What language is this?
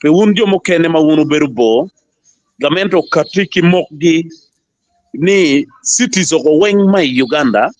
Acoli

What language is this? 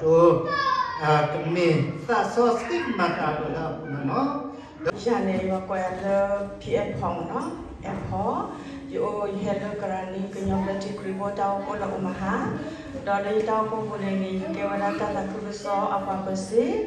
S'gaw Karen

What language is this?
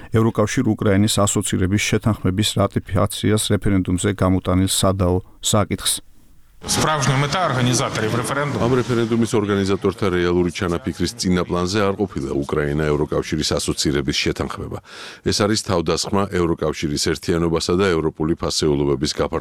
Georgian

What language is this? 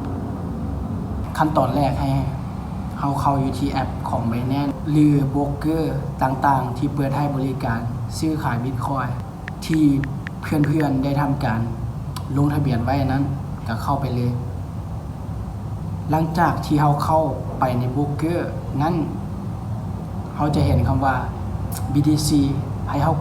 Lao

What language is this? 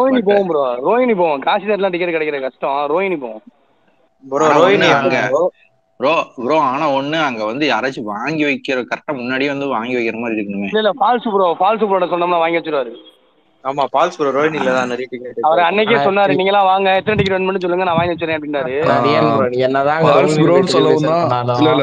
Tamil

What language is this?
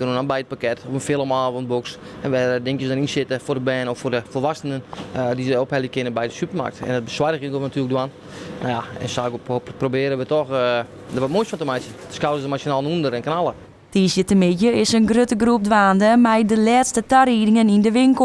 Western Frisian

